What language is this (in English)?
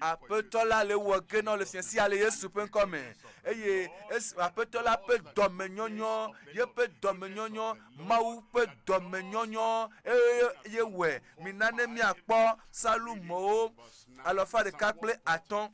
Ewe